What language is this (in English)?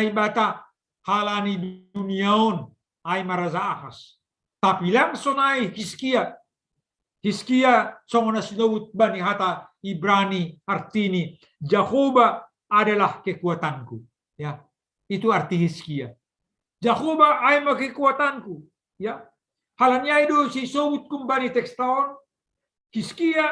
Batak Simalungun